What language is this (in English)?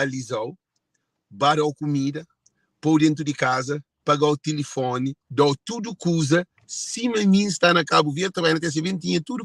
Kabuverdianu